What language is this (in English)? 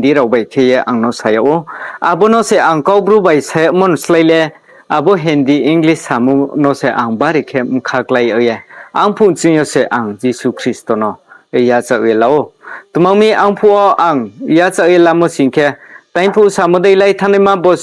Riang (India)